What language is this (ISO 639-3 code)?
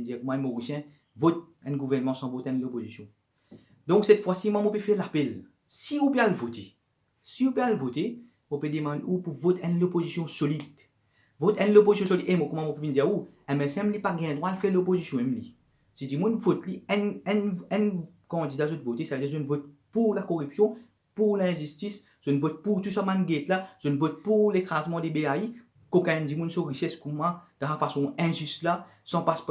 mfe